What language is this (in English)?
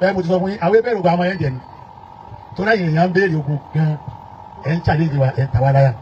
Yoruba